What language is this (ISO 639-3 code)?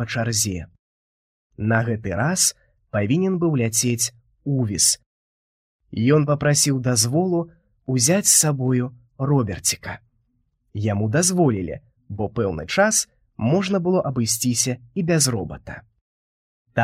bel